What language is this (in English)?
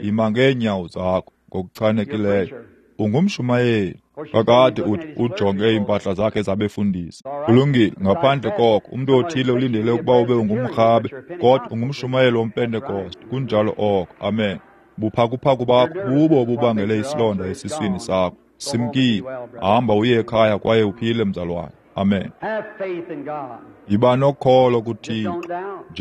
Xhosa